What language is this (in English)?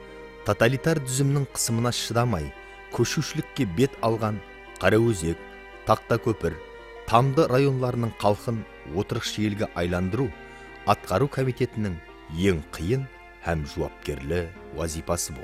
Kara-Kalpak